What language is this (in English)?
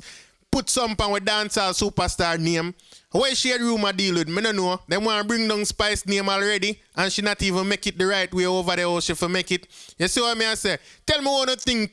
Jamaican Creole English